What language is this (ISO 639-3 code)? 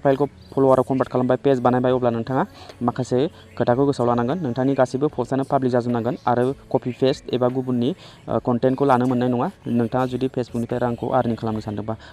brx